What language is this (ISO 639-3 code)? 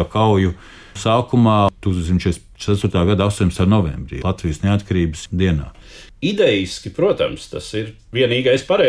lav